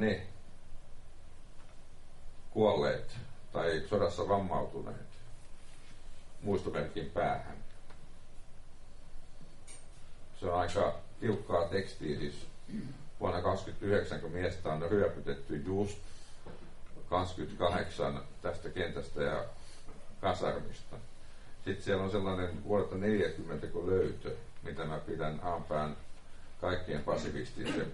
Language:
Finnish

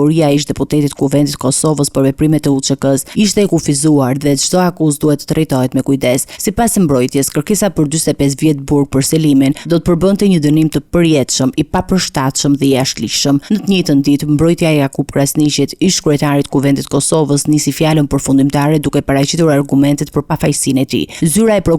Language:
Albanian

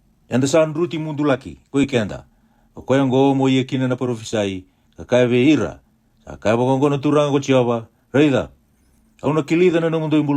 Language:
Fijian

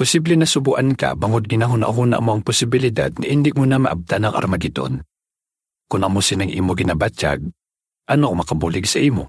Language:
Hiligaynon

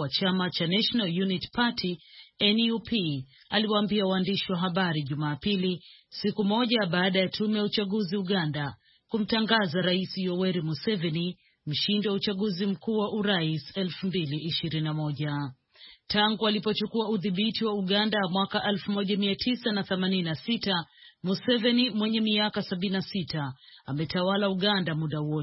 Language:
Swahili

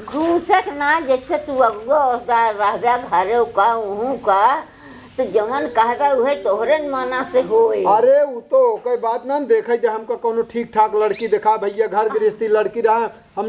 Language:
Awadhi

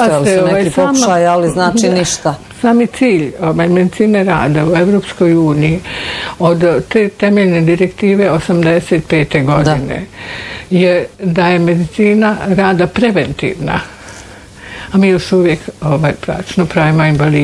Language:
Bosnian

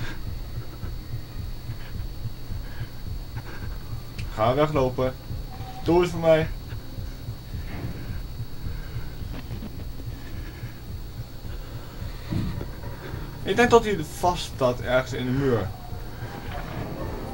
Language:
Dutch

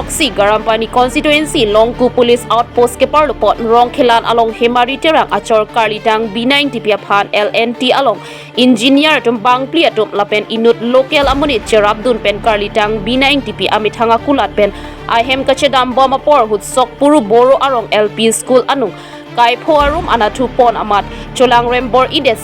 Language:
Karbi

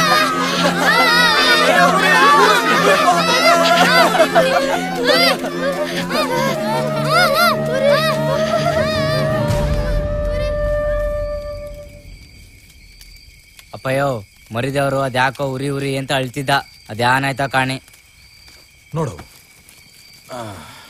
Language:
Kannada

